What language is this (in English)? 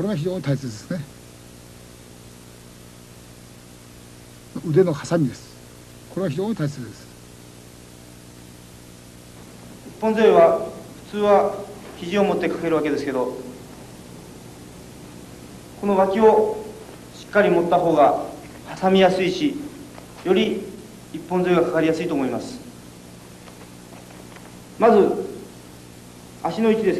Japanese